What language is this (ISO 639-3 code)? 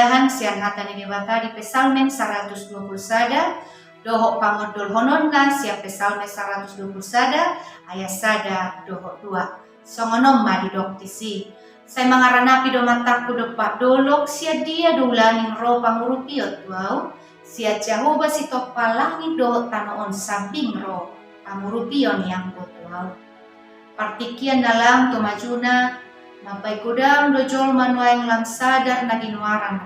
bbc